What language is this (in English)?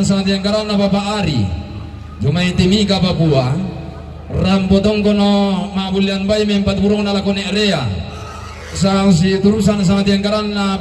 Toraja-Sa'dan